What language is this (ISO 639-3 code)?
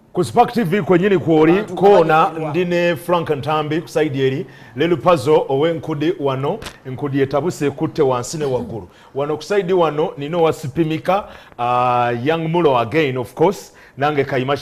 lug